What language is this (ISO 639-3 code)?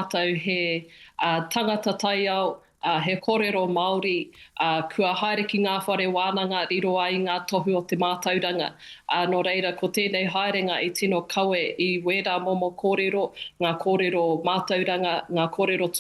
mri